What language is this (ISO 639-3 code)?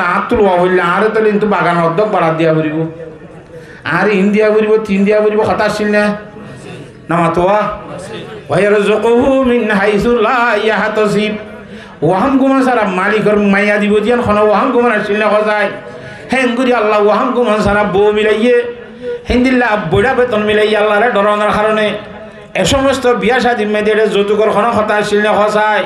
rhg